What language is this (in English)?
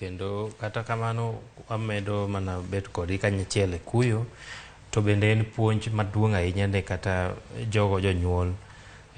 Luo (Kenya and Tanzania)